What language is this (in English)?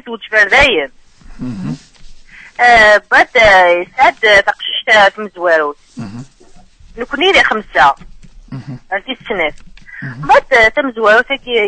Kabyle